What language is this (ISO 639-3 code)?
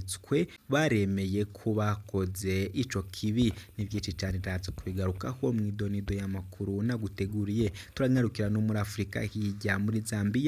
run